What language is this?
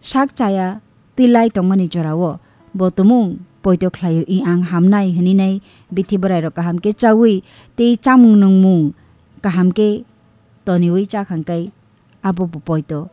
Kok Borok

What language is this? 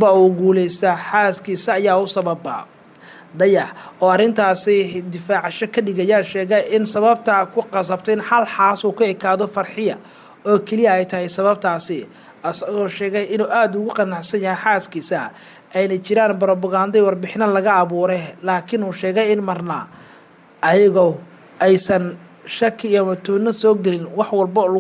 Somali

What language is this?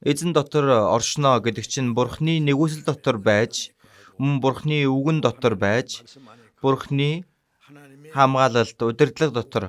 Mongolian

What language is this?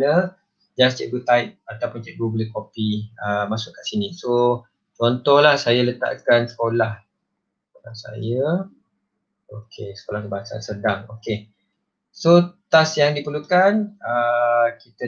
Malay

